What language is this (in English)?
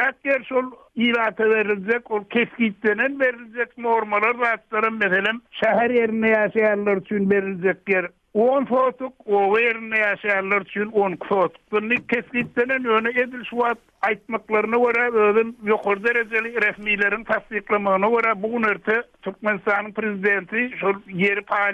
Turkmen